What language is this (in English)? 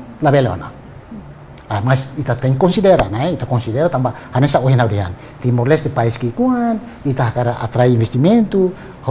Tetum